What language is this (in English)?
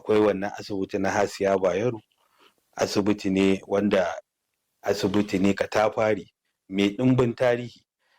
Hausa